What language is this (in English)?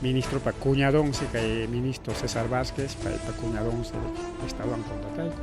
Ayacucho Quechua